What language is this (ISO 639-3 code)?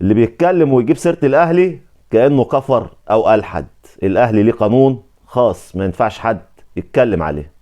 arz